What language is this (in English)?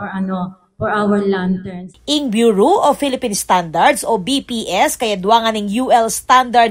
Pampanga